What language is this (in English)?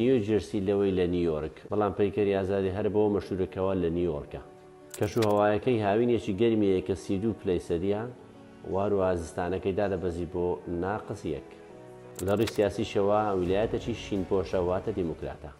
Central Kurdish